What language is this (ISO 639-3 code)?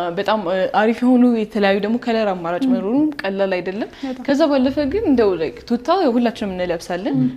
amh